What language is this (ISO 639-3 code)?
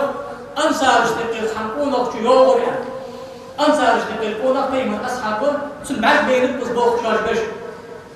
inh